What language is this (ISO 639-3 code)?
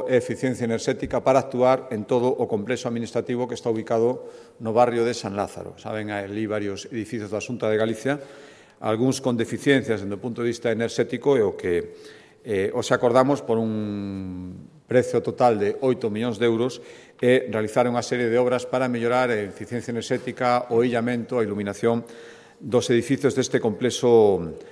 glg